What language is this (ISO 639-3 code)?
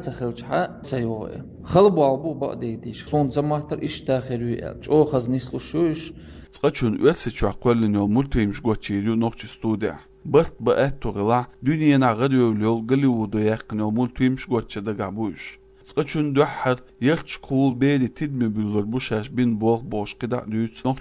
che